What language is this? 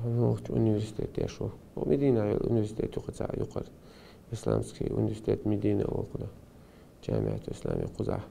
Chechen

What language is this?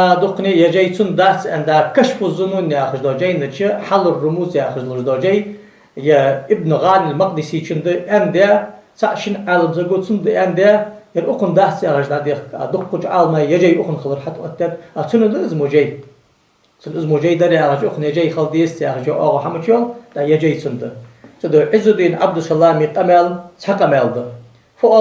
Ingush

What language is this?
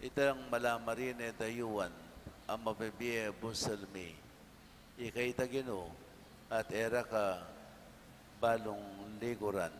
Pampanga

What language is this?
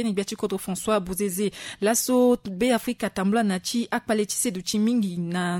Sango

